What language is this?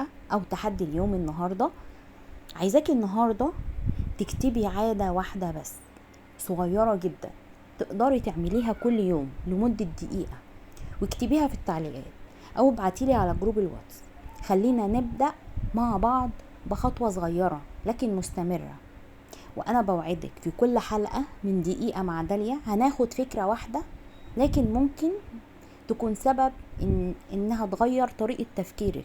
Egyptian Arabic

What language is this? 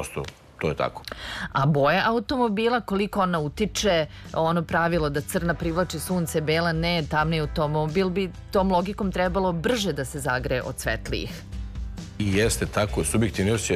Serbian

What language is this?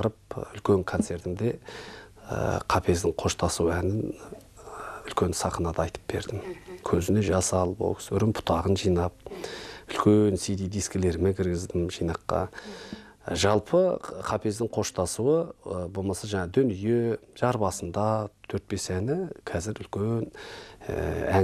Kazakh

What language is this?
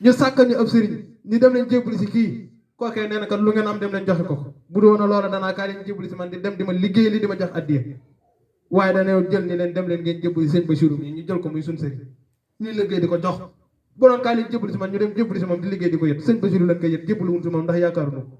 Wolof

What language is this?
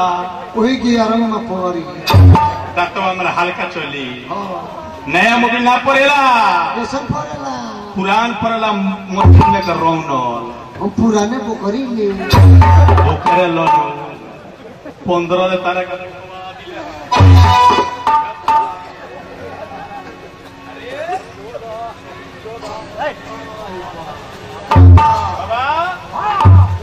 Bhojpuri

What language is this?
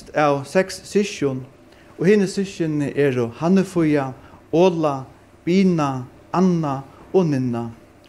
Faroese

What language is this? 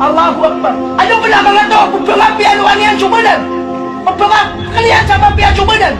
Maranao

